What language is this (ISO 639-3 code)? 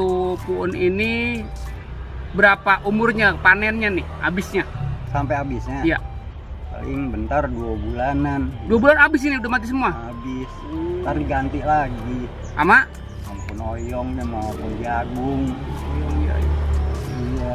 bew